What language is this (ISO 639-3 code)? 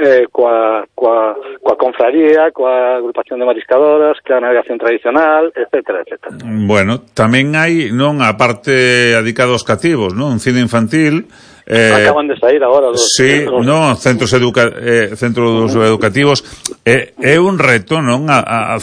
glg